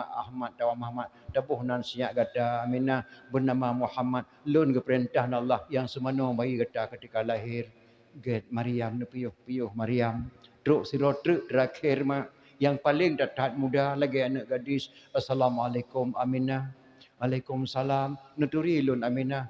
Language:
Achinese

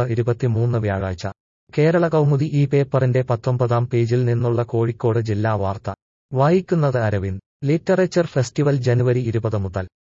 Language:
Malayalam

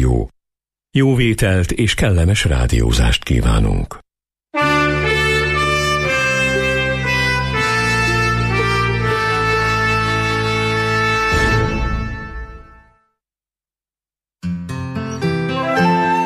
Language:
Hungarian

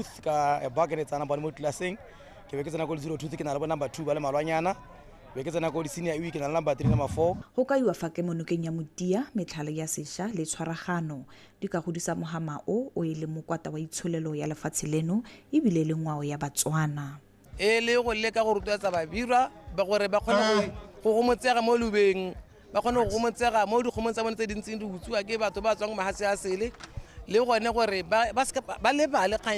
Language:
Tswana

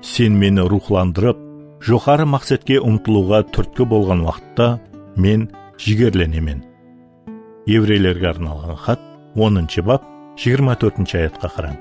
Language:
Kara-Kalpak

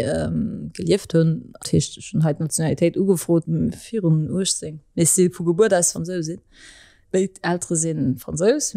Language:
Luxembourgish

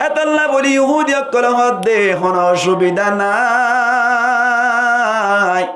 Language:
Rohingya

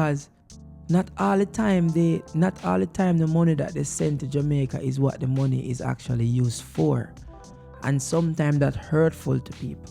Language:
Jamaican Creole English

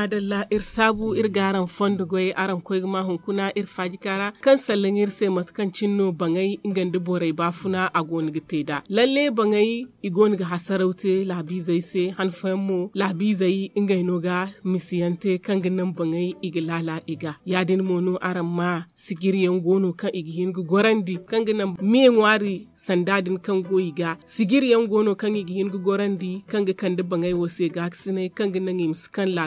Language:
Zarma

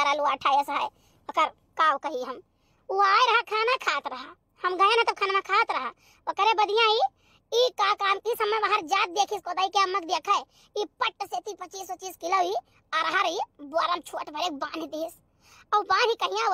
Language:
Awadhi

